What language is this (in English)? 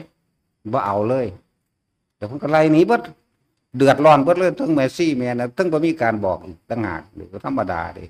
Northeastern Thai